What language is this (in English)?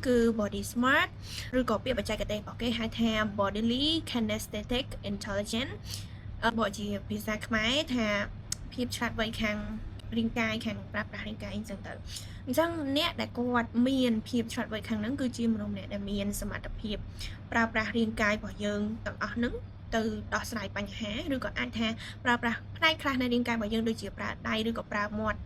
Khmer